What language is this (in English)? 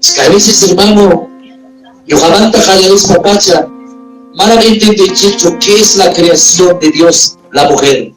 Ayacucho Quechua